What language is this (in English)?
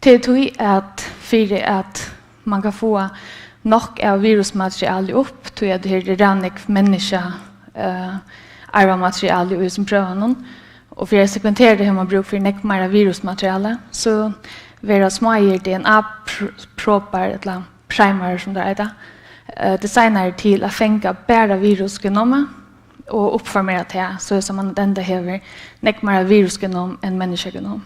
Faroese